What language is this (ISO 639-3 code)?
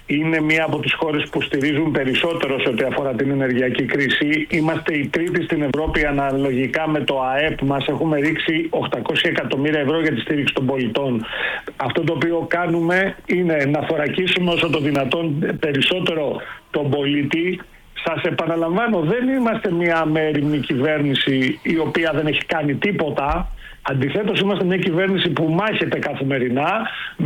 ell